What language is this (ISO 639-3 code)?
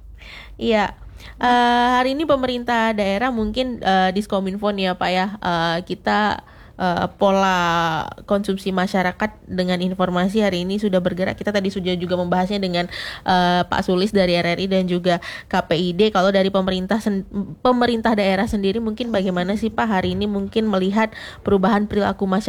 ind